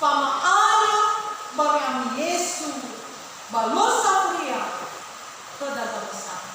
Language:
Nias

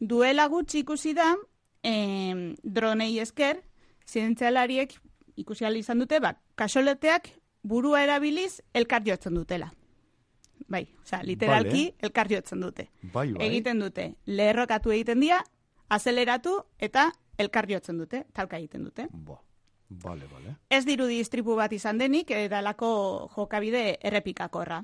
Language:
Basque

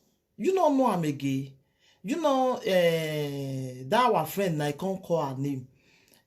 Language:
Nigerian Pidgin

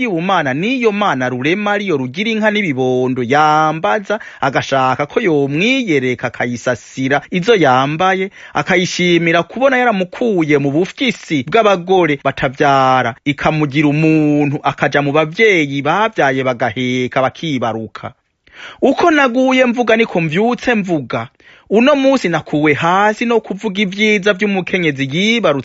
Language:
Rundi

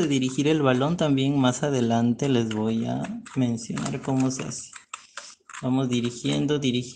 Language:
Spanish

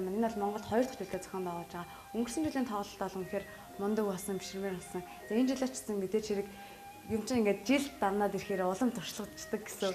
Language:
Mongolian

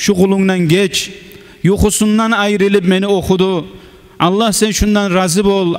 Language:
Kumyk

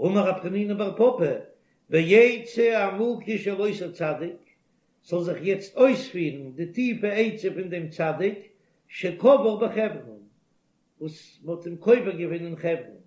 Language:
Yiddish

